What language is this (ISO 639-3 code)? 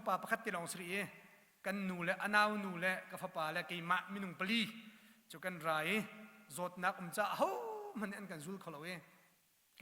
cnh